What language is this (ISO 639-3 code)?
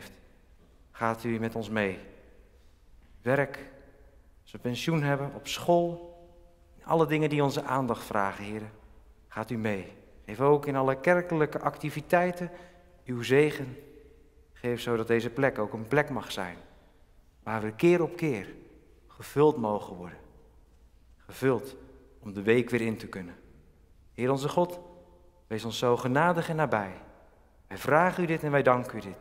nld